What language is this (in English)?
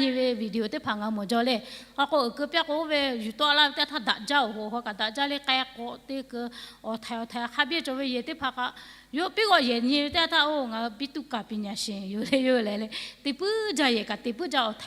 Lahu